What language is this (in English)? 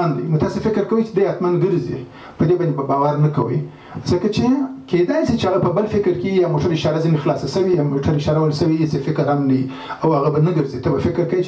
Pashto